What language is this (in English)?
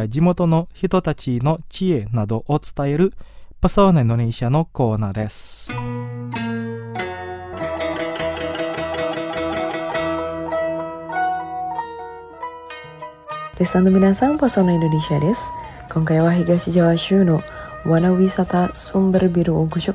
Japanese